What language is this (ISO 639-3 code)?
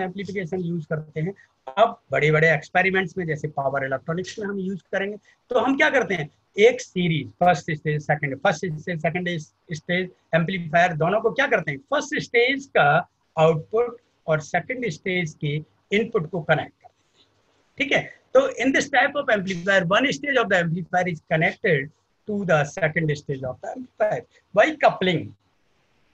hin